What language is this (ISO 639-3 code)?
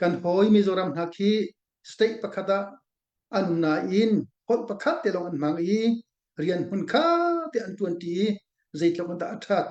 cnh